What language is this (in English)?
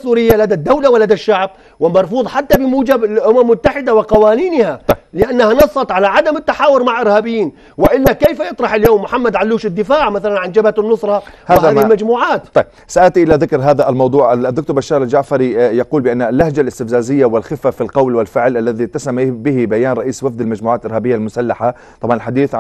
Arabic